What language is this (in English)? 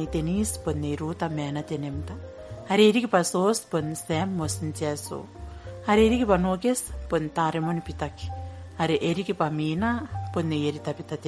Gilbertese